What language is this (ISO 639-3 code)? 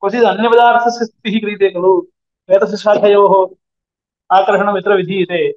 san